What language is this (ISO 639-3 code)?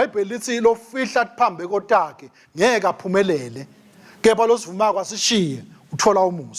ssw